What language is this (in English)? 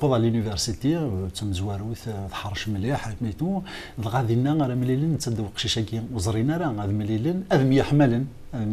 Kabyle